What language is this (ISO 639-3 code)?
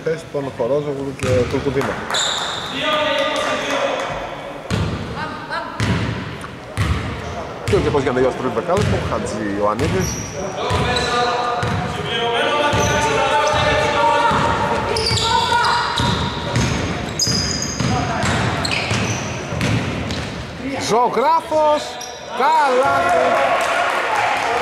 ell